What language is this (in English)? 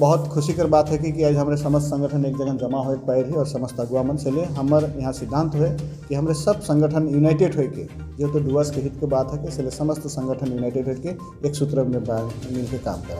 Sadri